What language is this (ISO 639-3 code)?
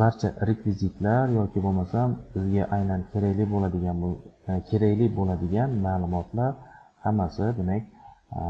uzb